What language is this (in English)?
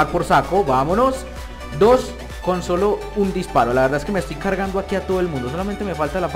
Spanish